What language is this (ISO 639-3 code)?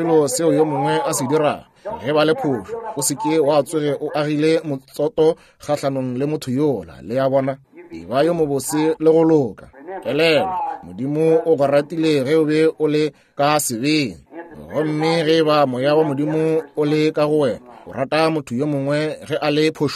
nso